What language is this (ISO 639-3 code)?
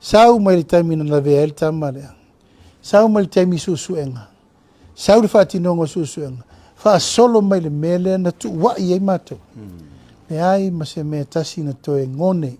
smo